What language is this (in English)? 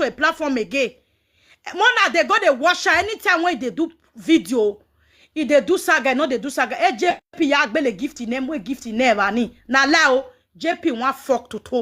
Nigerian Pidgin